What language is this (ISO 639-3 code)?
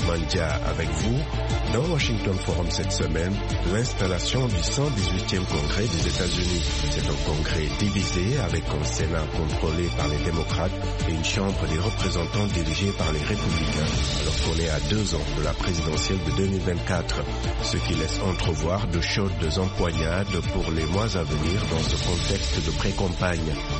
fra